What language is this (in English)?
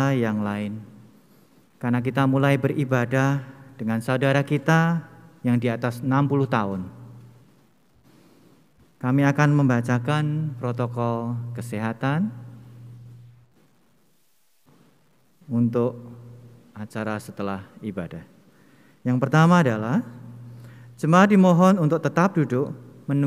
Indonesian